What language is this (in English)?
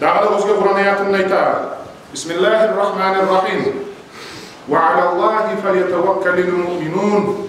Kumyk